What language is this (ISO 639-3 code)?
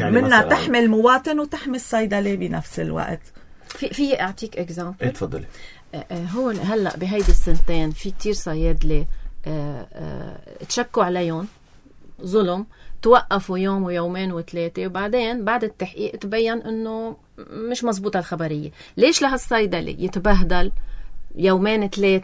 apc